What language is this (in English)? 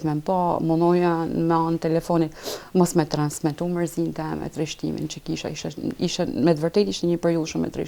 Albanian